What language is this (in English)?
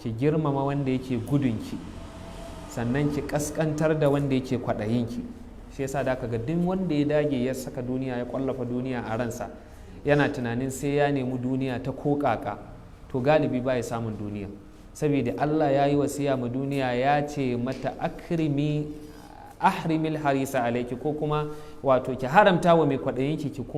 Hausa